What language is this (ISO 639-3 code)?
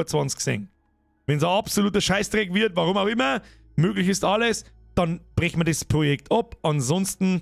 bar